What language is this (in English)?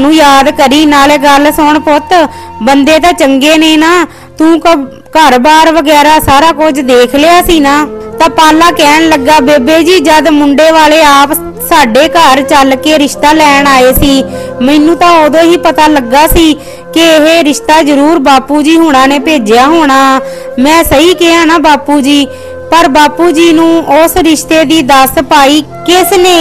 Punjabi